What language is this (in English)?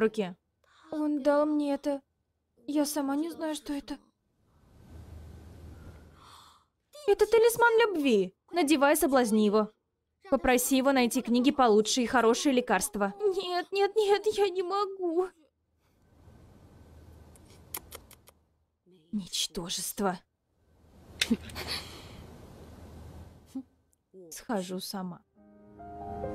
Russian